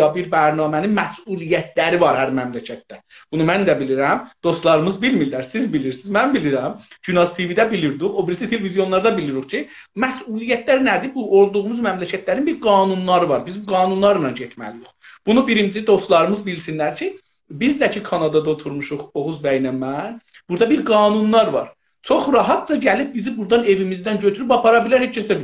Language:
South Azerbaijani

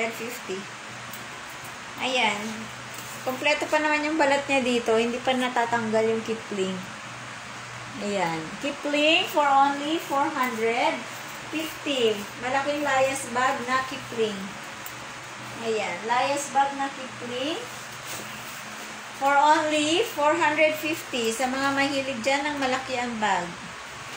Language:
Filipino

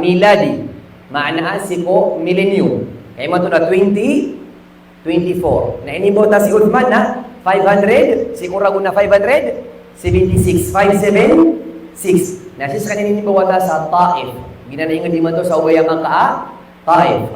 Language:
Maranao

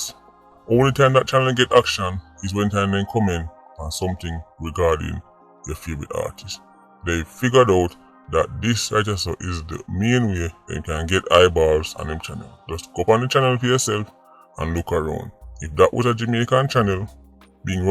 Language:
Jamaican Creole English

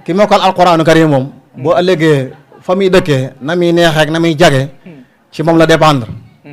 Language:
Wolof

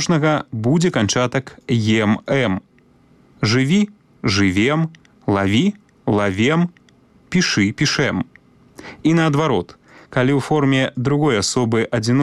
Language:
Belarusian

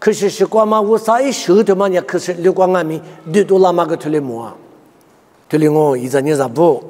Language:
Lisu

